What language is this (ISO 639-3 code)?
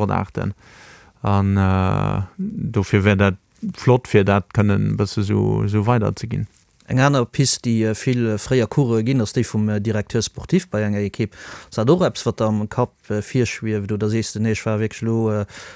ltz